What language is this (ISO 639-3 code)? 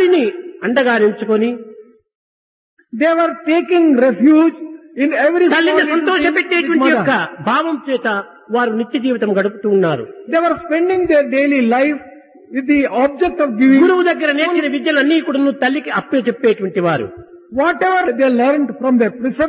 tel